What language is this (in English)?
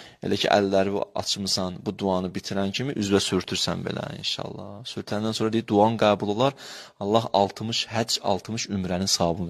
Azerbaijani